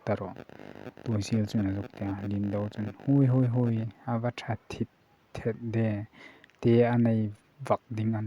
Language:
Hmar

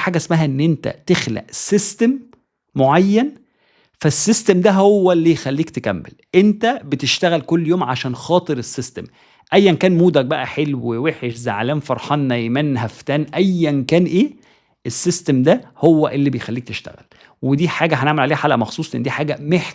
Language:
Egyptian Arabic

